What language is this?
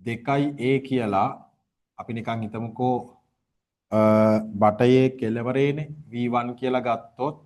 Sinhala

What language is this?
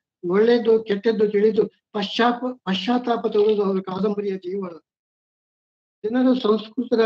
Kannada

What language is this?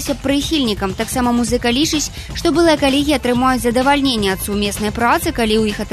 Belarusian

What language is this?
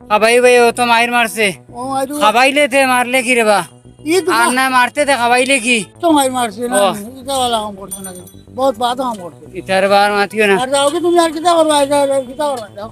Sylheti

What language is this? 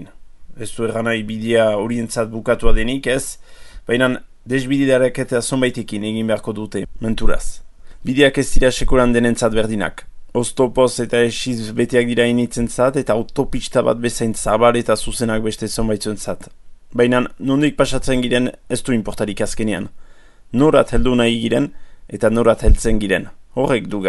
Basque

